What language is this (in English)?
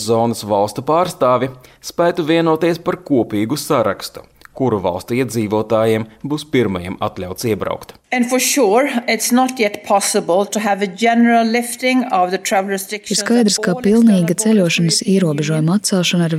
Latvian